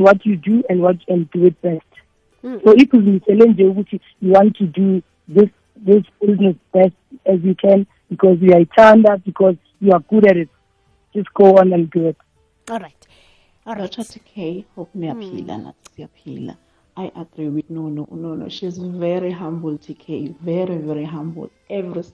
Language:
South Ndebele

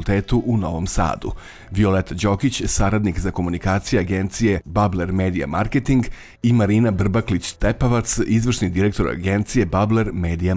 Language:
Serbian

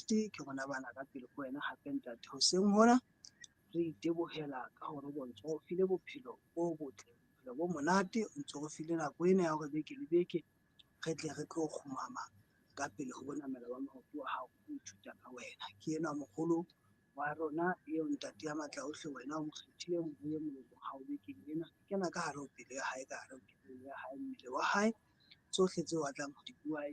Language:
Southern Sotho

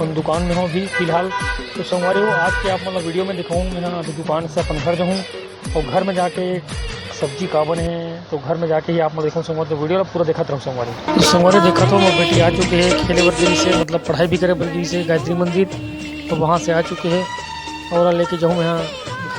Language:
Chhattisgarhi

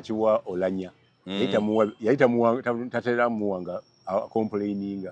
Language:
Ganda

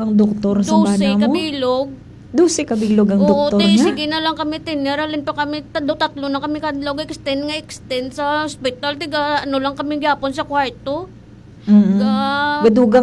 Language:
Hiligaynon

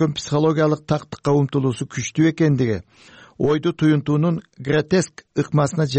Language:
Kyrgyz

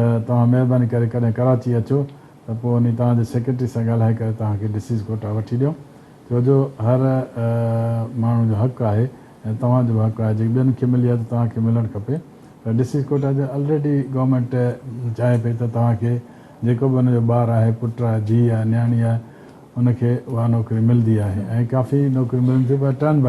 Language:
Sindhi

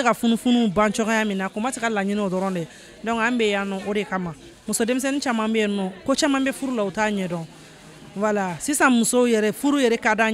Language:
Bambara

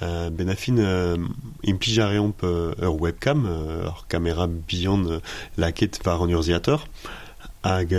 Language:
Breton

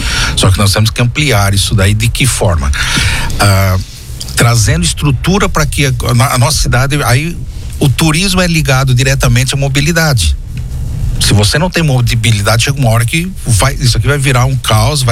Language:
Portuguese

